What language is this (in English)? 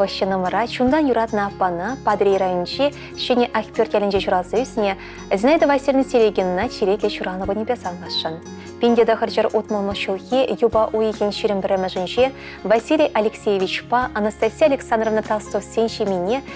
Chuvash